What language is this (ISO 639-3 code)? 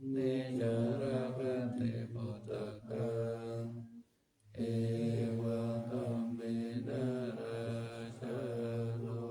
pli